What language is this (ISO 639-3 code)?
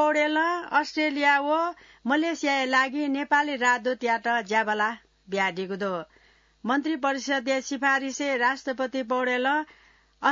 new